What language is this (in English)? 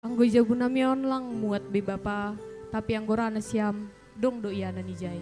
Batak Simalungun